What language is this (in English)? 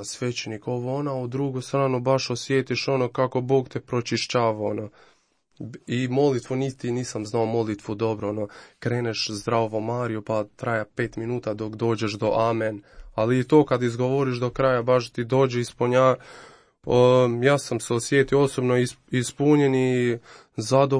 Croatian